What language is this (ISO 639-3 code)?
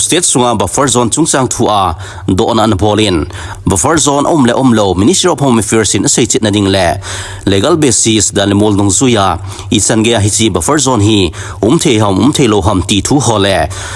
tcz